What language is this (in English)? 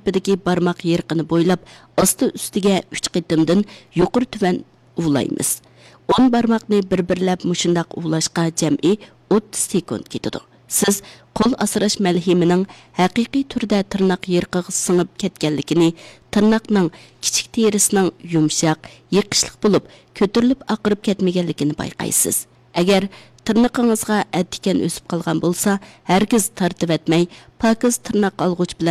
Uyghur